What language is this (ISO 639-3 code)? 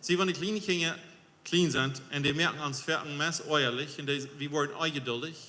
pdt